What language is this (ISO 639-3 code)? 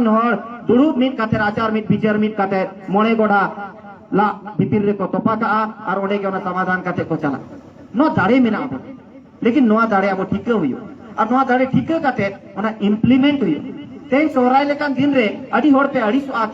sat